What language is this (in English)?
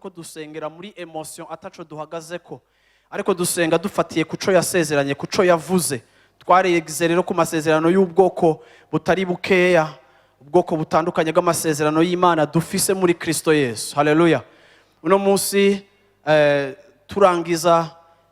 Rundi